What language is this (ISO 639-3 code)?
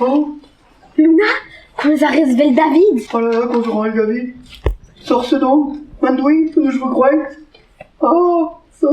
bre